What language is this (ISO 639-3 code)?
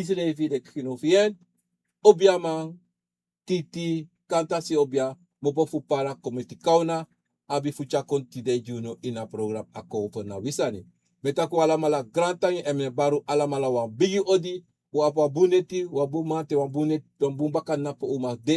srn